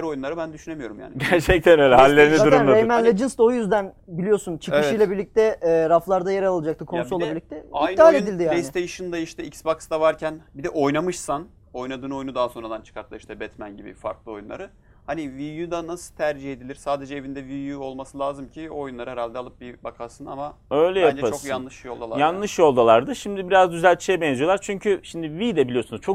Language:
Turkish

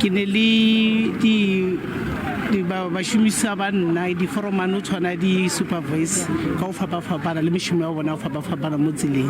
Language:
Northern Sotho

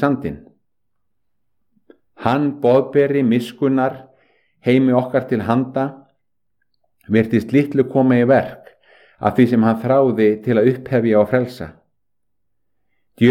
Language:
Icelandic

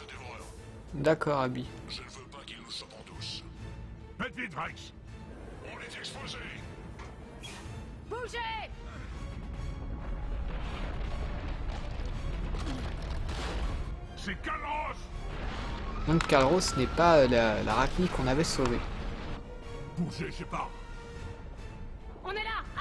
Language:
French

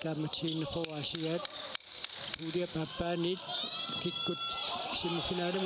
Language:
Kalaallisut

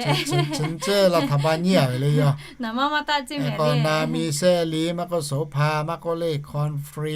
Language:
Lahu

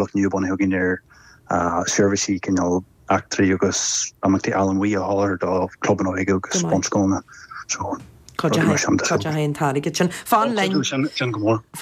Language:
Irish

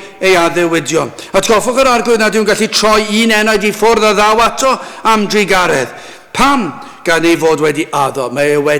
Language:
Welsh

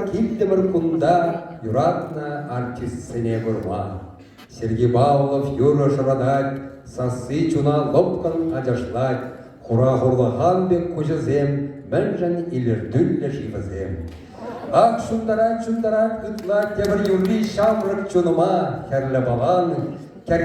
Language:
Chuvash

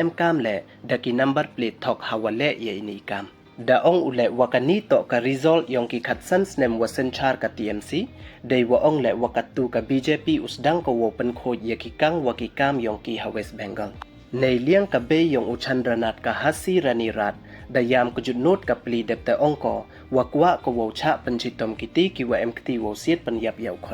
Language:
Pnar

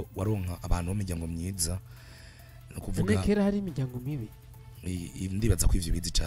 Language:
Rundi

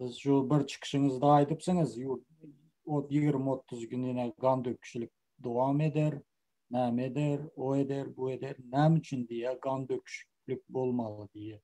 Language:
Turkmen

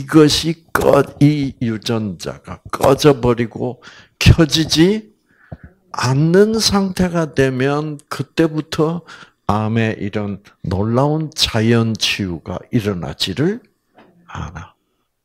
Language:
Korean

